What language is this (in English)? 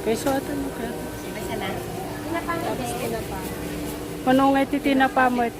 Iloko